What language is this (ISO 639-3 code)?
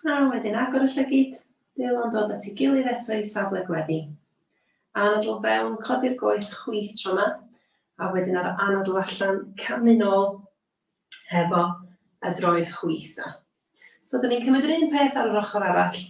cym